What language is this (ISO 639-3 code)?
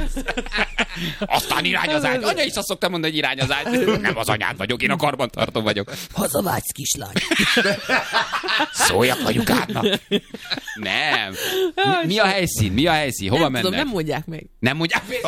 hun